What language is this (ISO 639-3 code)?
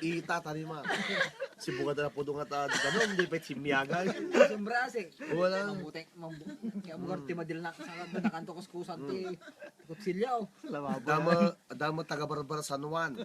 ilo